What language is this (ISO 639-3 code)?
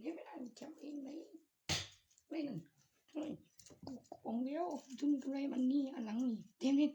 tts